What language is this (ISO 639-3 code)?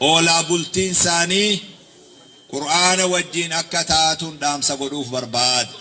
orm